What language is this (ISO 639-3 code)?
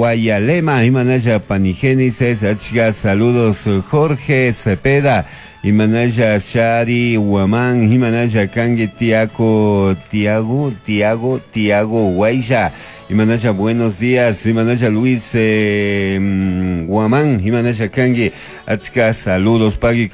qug